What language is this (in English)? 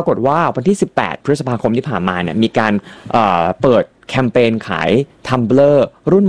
Thai